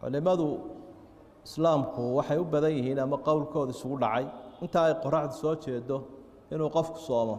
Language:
Somali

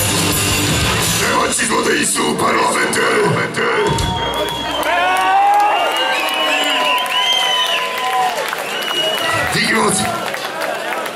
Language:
Slovak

